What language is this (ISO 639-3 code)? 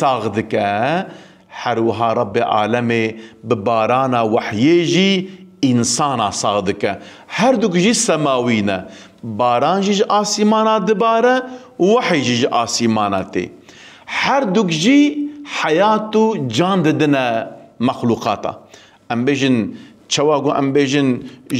kur